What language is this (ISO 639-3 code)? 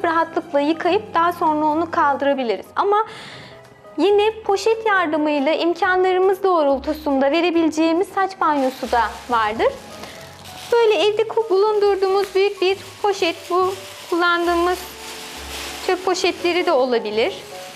tur